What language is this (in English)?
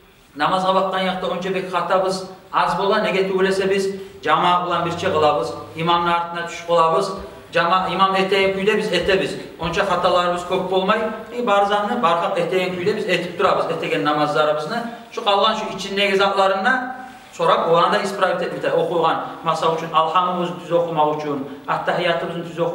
Kumyk